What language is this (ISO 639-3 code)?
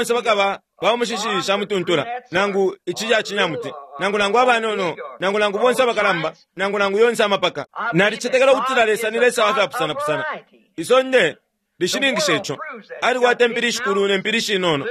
bem